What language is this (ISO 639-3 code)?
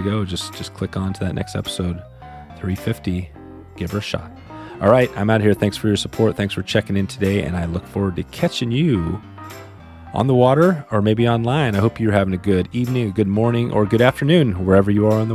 eng